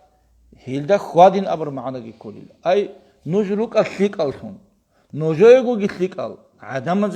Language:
Avaric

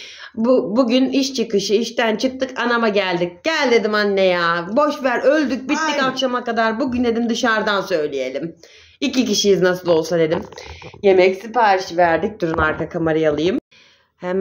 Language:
Turkish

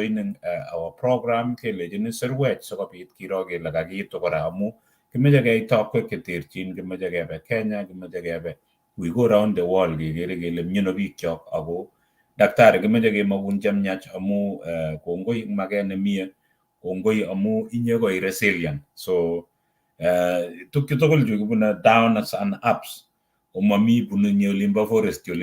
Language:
Kalenjin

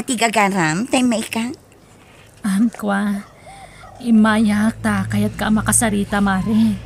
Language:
Iloko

